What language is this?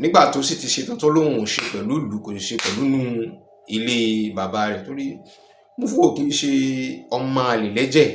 Yoruba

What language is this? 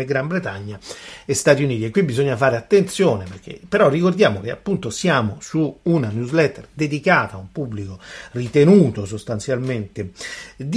Italian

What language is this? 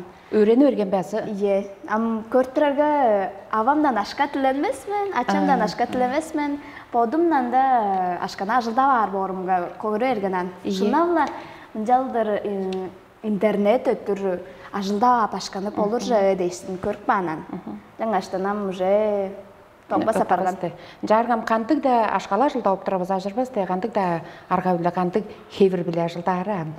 Tuvinian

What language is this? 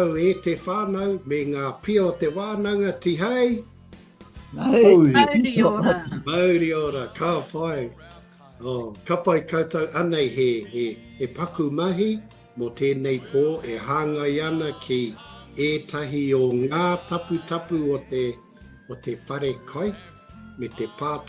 Māori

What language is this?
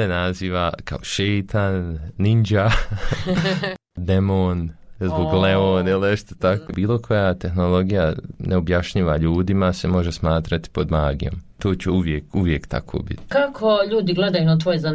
Bosnian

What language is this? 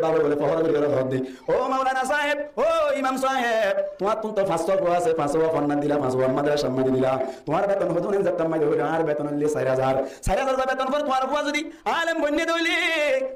Rohingya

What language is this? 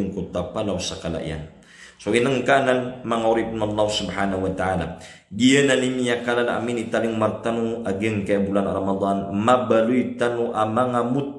Maranao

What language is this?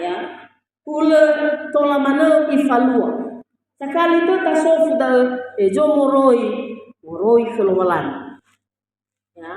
Nias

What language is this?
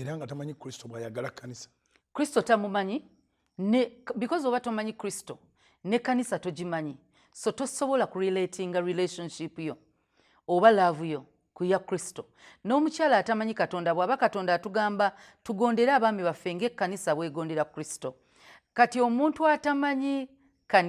Ganda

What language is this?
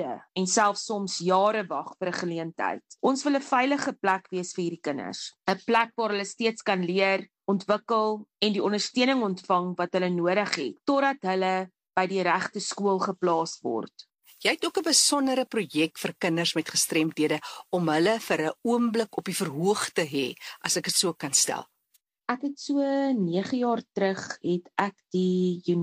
Afrikaans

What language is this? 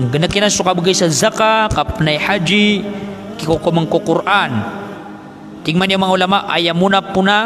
Maranao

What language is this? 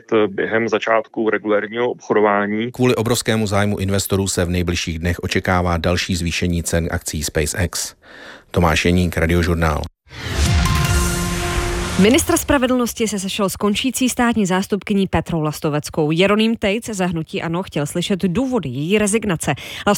Czech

